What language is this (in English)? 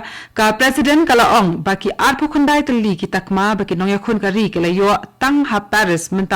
Khasi